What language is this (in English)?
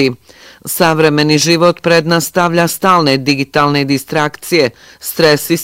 Bosnian